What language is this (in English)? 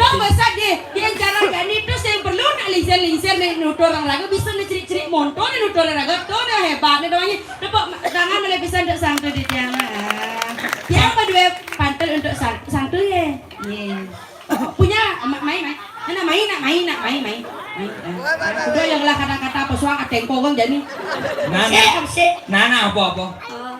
Balinese